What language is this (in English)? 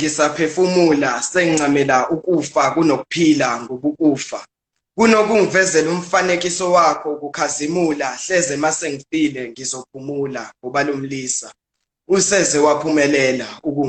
Zulu